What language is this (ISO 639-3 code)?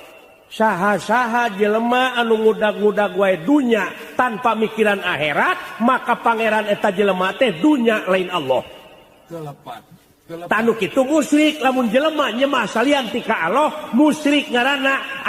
sun